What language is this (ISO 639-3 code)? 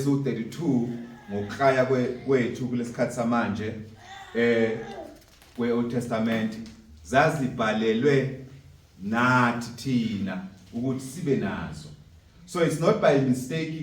zul